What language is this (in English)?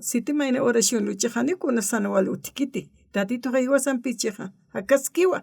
Aymara